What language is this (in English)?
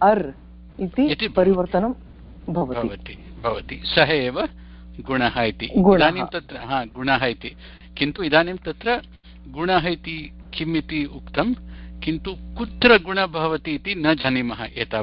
Sanskrit